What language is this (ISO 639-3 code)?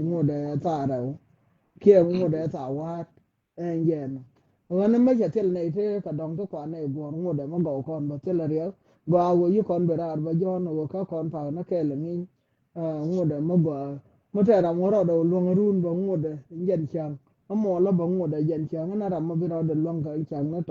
nus